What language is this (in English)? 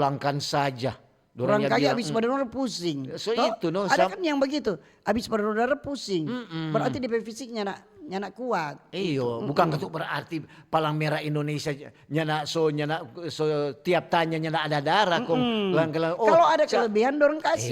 Manado Malay